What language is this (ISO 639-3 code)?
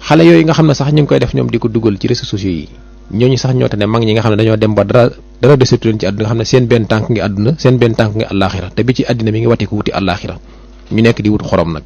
wol